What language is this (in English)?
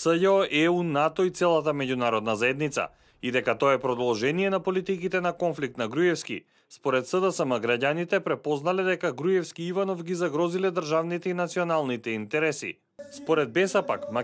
Macedonian